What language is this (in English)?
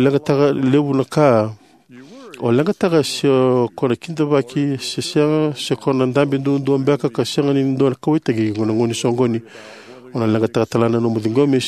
Fijian